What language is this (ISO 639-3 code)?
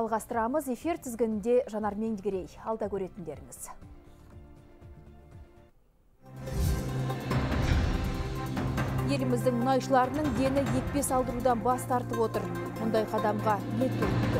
kaz